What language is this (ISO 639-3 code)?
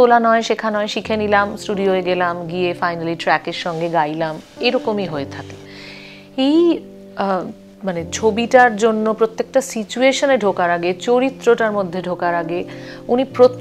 ben